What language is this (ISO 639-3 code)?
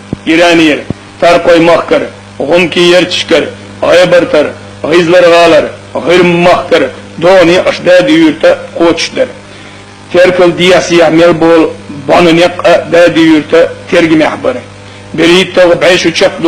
che